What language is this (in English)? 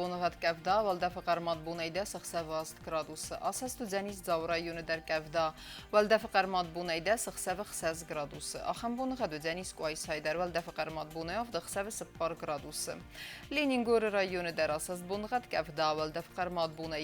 Ossetic